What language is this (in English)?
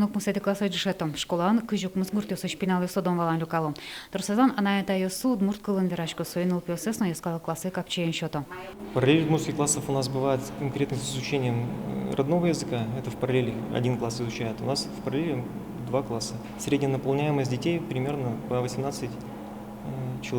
Udmurt